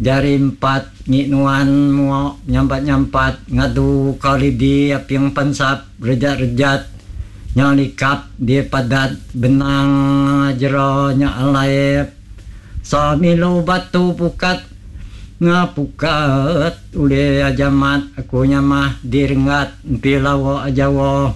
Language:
Iban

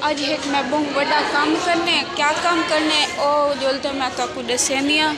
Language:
Saraiki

